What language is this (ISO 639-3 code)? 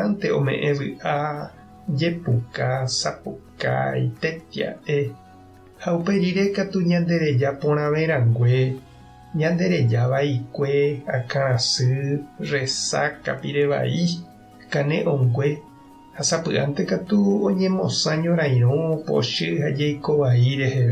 grn